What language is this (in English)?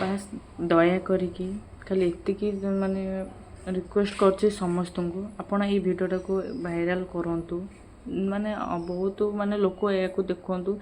Odia